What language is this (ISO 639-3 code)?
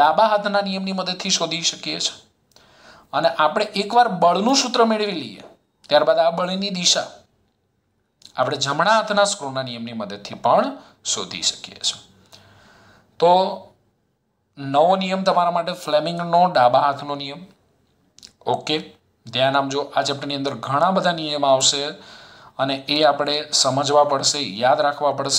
guj